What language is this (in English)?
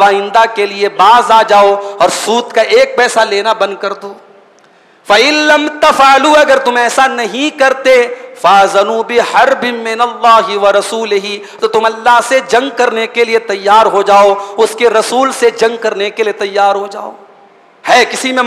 Hindi